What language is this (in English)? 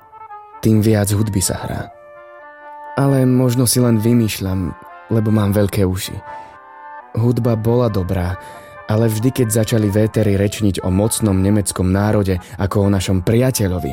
Slovak